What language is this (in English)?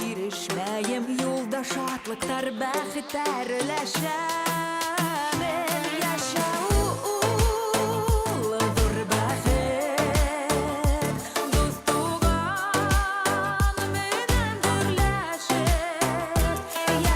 Bashkir